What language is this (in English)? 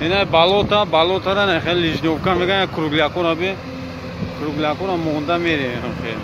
Tajik